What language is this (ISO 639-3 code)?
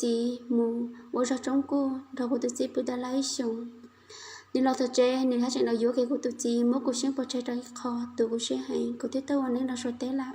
hmn